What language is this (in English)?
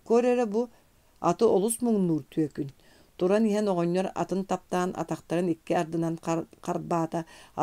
Yakut